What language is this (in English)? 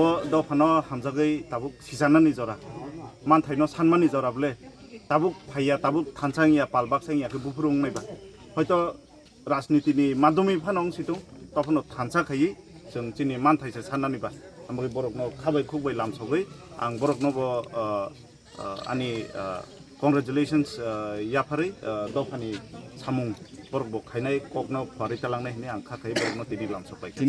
Kok Borok